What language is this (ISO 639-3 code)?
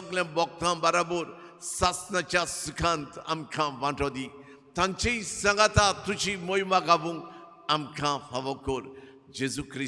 kok